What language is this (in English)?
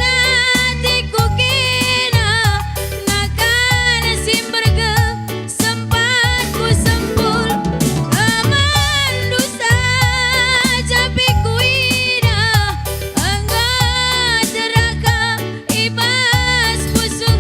Batak Karo